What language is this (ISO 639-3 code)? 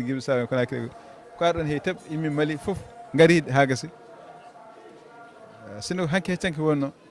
ful